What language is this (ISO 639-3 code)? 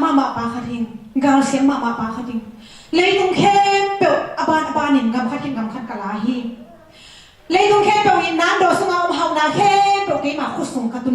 ctd